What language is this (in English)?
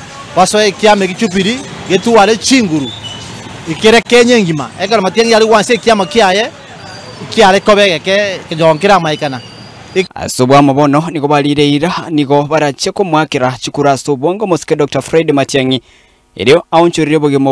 Gusii